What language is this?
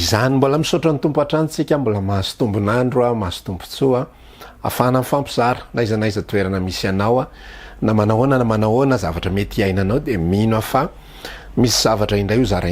Malagasy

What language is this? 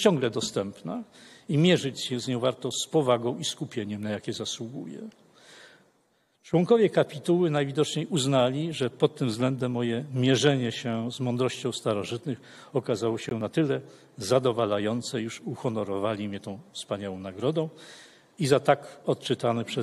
Polish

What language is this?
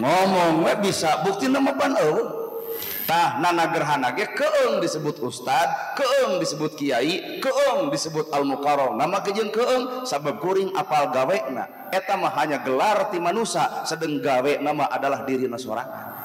Sundanese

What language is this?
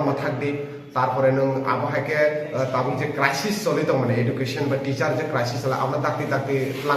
Kok Borok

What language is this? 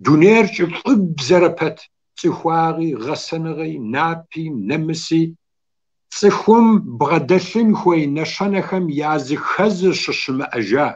Kabardian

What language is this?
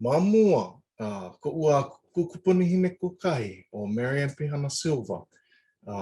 Hawaiian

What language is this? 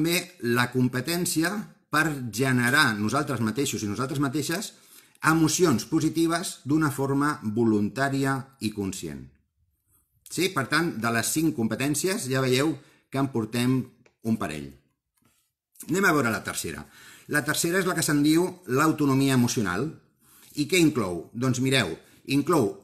Catalan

